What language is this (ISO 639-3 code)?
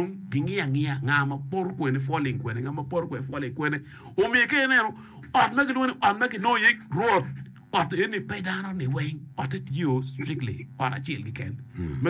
ach